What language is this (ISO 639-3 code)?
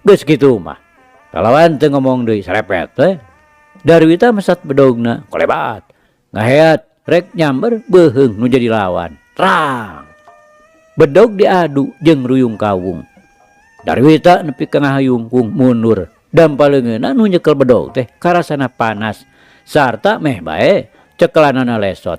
sun